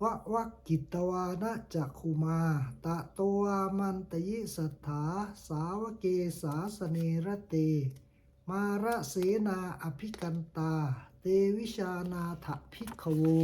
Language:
Pali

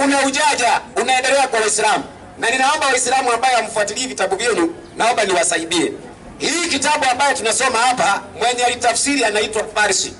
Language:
Swahili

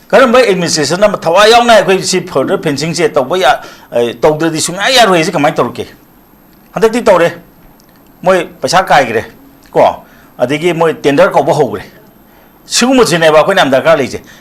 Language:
Manipuri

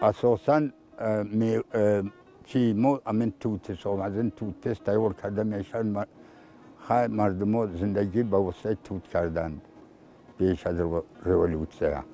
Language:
Tajik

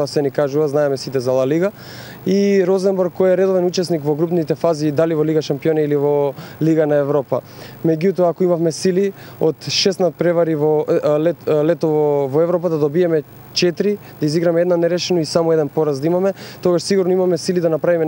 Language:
Macedonian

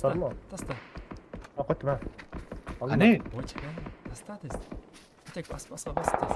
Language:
Kara-Kalpak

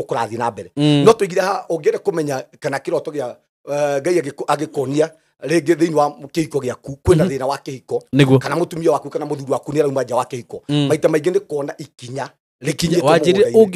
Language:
Kikuyu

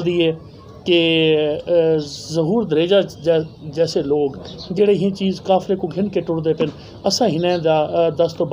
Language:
Saraiki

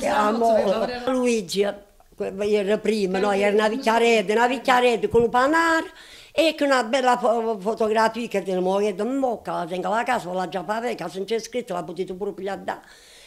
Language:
Italian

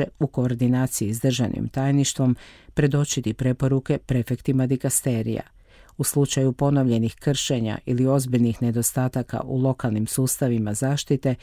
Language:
Croatian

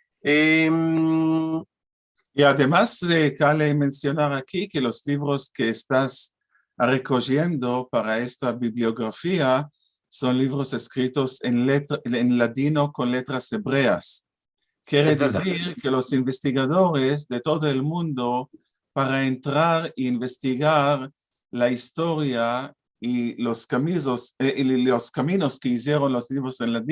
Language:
Ladino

